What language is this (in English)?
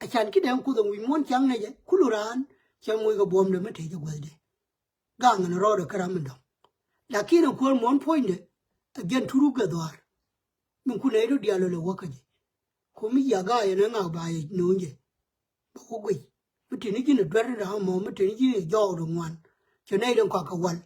Nuer